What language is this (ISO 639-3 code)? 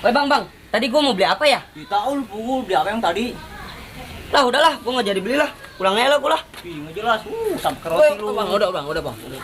bew